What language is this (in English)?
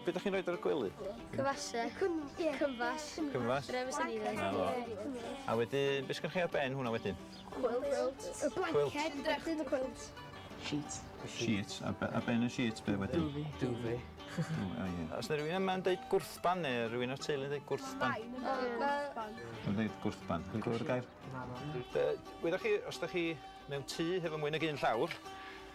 Welsh